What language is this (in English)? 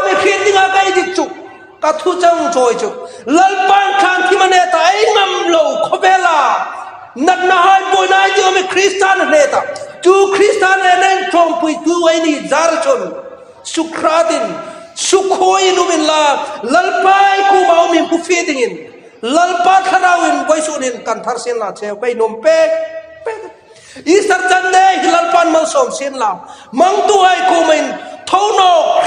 Hmar